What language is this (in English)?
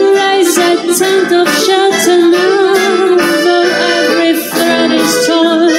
Greek